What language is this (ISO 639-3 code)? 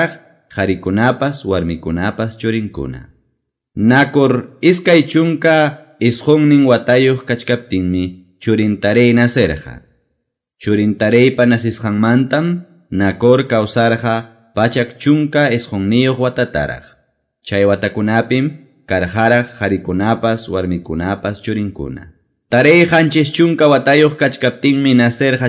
que